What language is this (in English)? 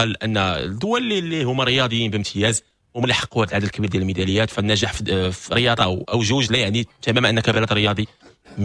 Moroccan Arabic